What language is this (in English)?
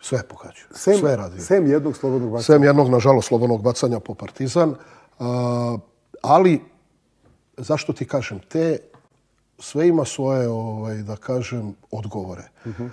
Serbian